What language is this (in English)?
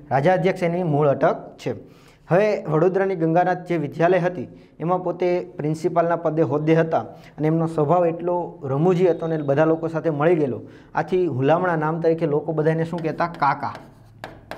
Gujarati